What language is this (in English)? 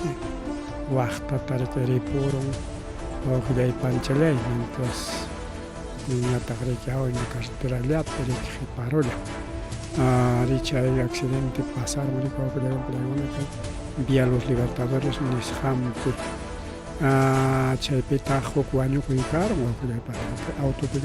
Ayacucho Quechua